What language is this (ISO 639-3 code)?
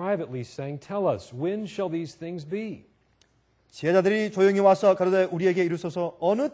kor